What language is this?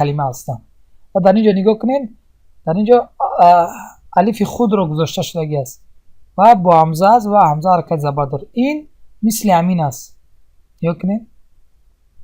Tajik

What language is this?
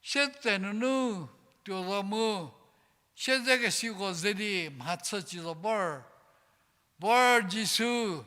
Angami Naga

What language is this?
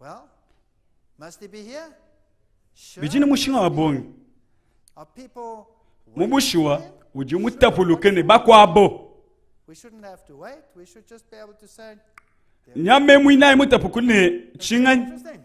Luba-Lulua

